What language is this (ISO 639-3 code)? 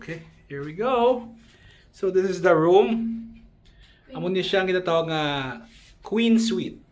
hil